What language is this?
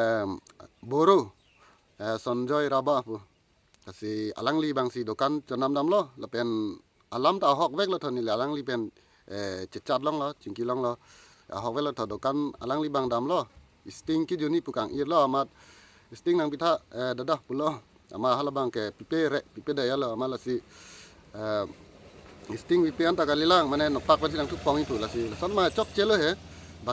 Karbi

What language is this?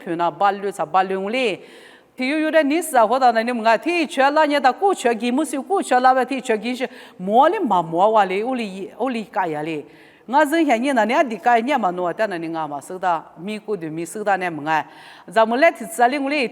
Lisu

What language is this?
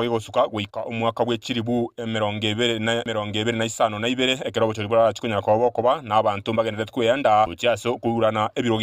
Gusii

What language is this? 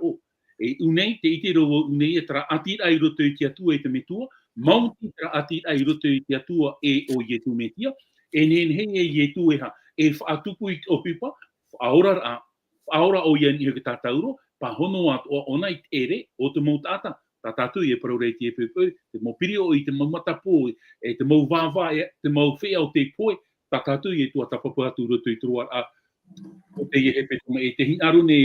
Tahitian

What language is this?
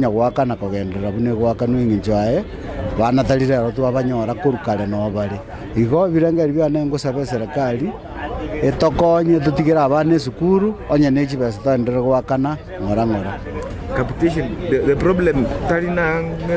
Gusii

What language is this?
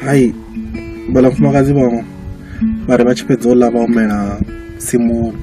Venda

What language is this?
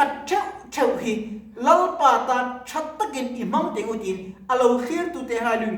Mizo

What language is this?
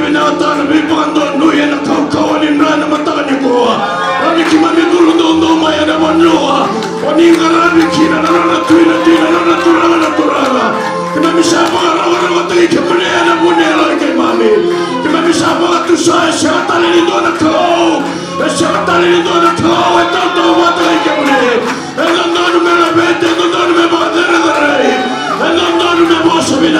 Fijian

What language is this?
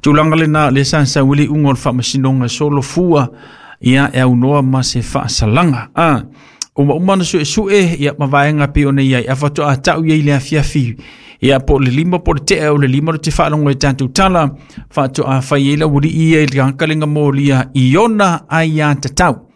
Samoan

